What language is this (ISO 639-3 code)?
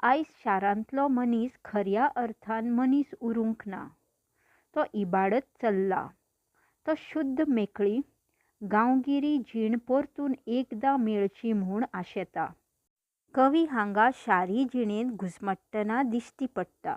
kok